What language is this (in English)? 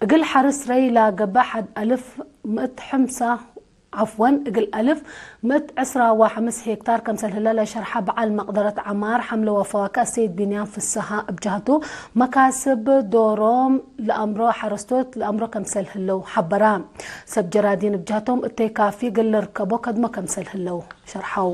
Tigre